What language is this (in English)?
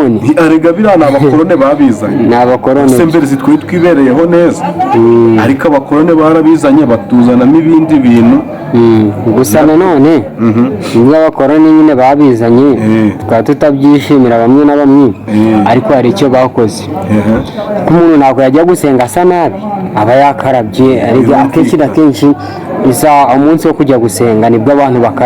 Kinyarwanda